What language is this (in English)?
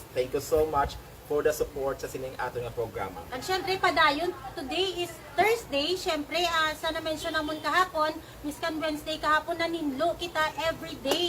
Hiligaynon